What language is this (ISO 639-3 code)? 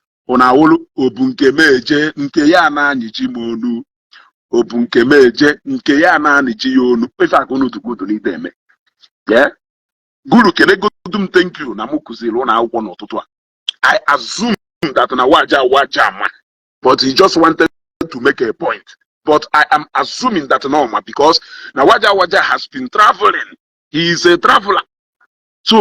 ibo